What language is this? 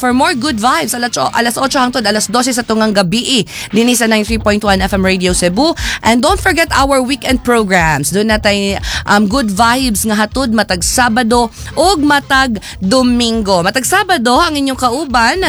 Cebuano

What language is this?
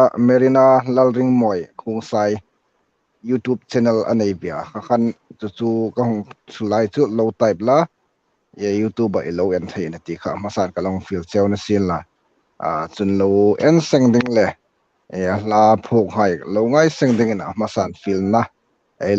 Hmar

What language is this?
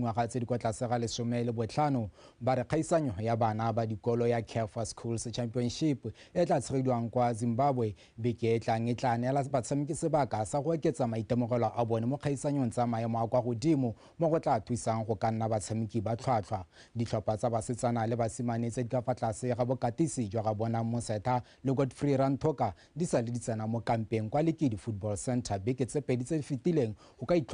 Tswana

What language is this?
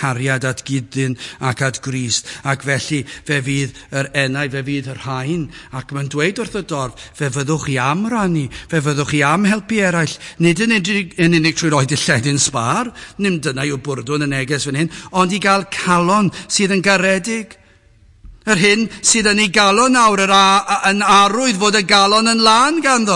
Welsh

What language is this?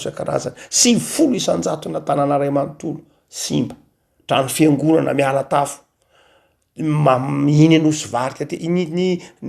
Malagasy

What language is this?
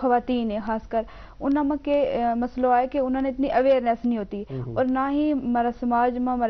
Gujari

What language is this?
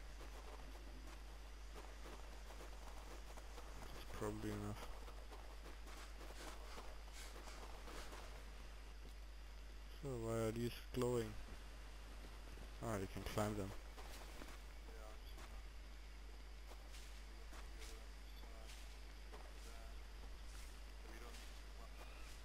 English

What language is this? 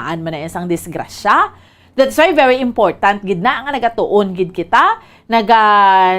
Hiligaynon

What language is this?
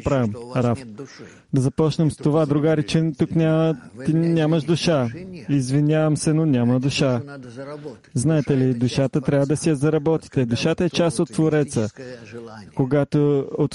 Bulgarian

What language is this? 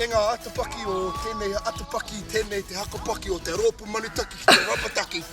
Māori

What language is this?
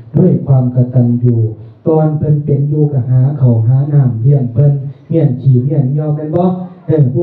Northeastern Thai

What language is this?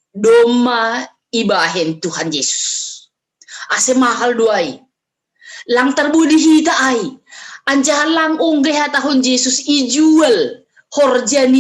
Batak Simalungun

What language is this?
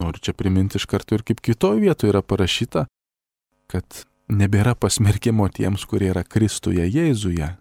Lithuanian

